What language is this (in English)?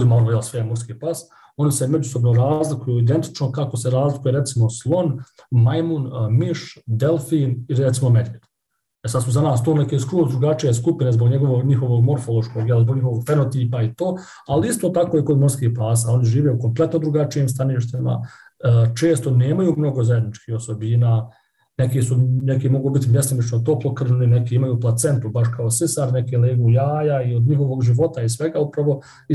Bosnian